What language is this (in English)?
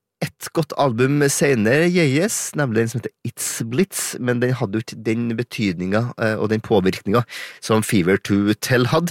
Norwegian